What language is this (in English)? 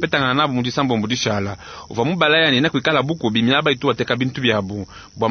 Luba-Lulua